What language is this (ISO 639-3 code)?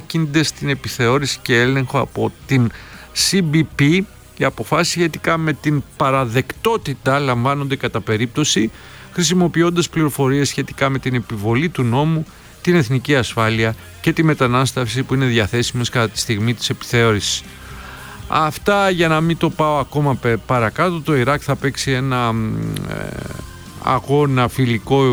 ell